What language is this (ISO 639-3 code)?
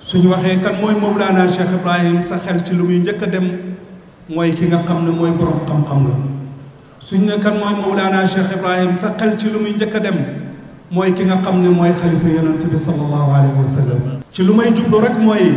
wol